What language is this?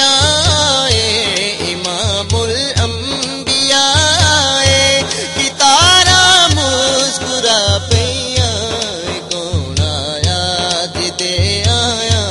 Punjabi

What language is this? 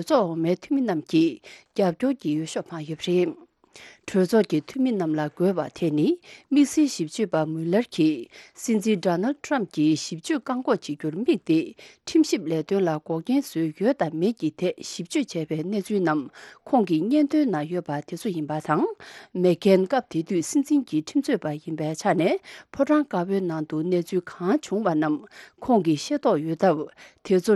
Tibetan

